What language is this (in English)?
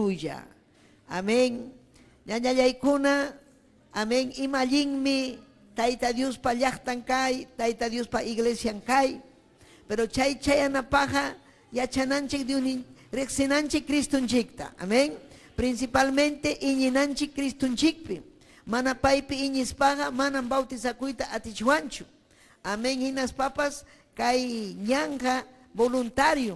Ayacucho Quechua